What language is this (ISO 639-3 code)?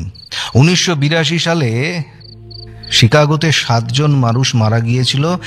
ben